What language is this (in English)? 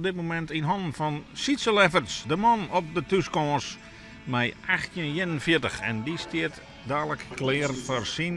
Western Frisian